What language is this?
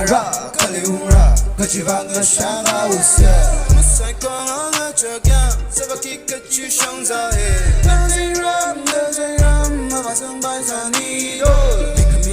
Tangkhul Naga (India)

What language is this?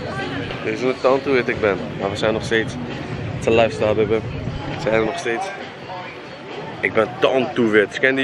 Dutch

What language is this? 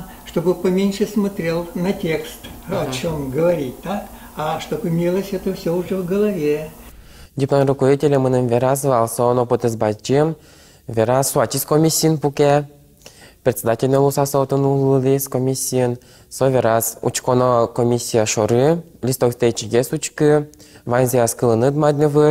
Udmurt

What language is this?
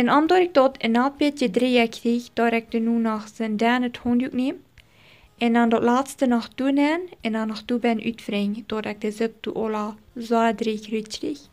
Plautdietsch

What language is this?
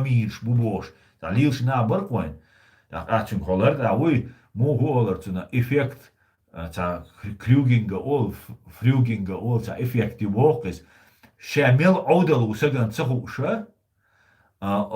Chechen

